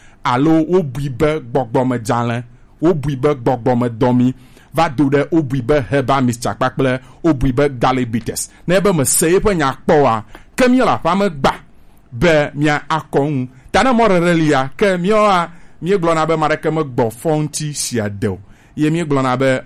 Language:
Gen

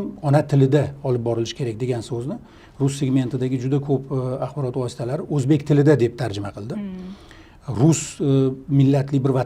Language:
Uzbek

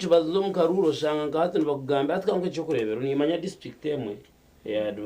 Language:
Nyankole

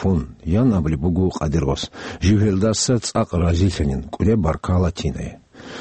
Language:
Avaric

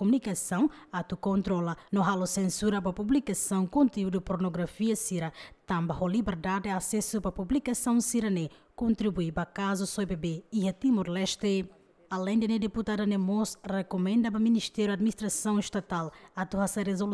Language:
Tetum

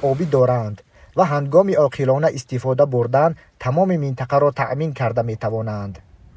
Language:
Tajik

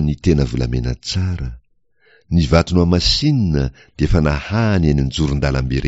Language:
Malagasy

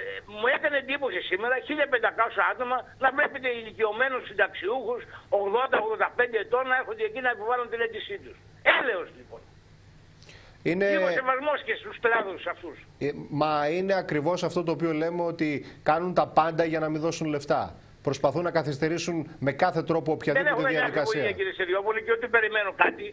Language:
Greek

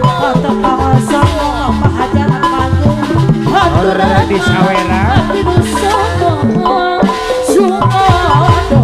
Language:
Sundanese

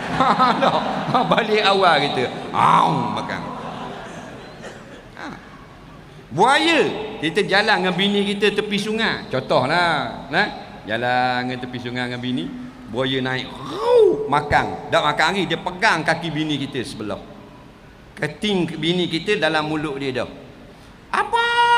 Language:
Malay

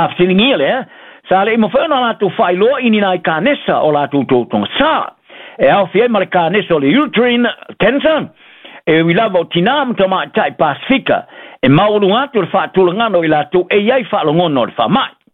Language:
Samoan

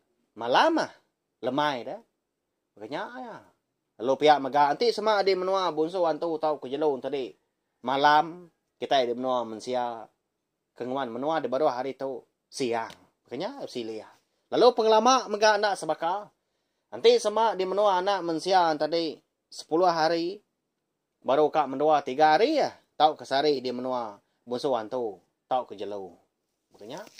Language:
Iban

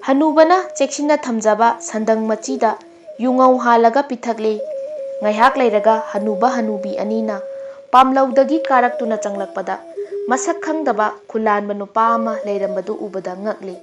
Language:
Manipuri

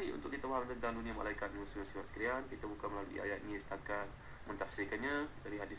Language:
Malay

